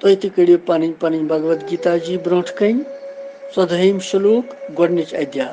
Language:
Kashmiri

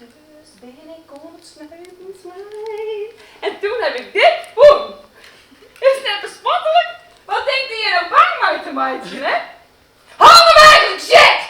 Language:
Western Frisian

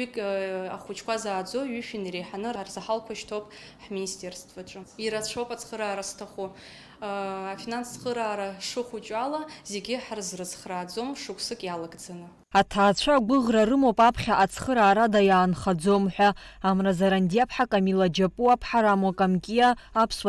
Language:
Abkhazian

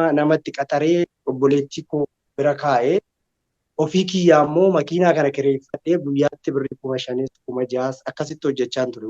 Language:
Oromo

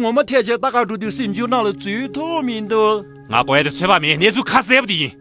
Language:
Tibetan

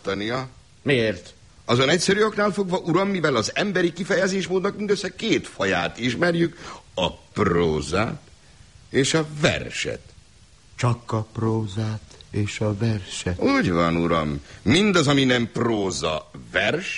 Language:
Hungarian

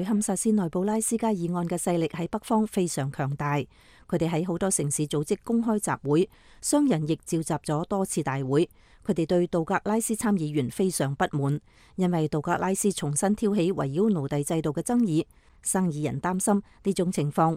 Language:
Cantonese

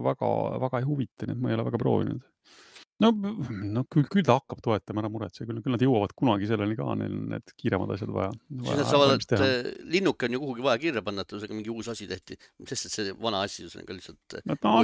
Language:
Estonian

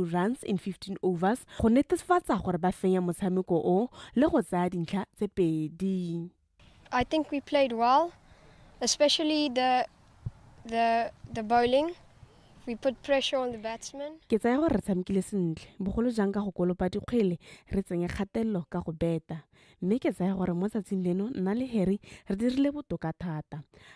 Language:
Tswana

